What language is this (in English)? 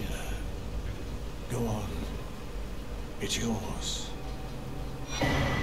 Hungarian